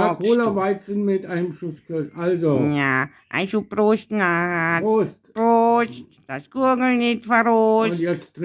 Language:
Bavarian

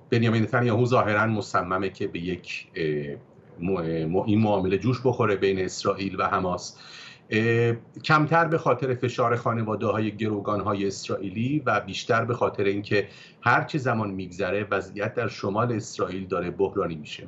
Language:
Persian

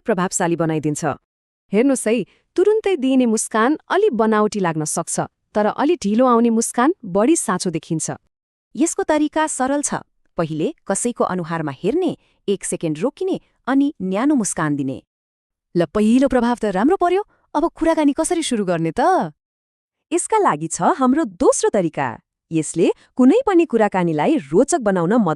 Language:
Nepali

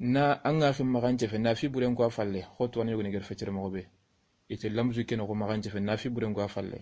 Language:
Soninke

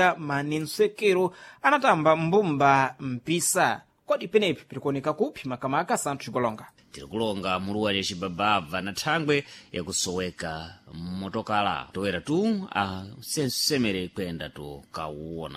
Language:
Sena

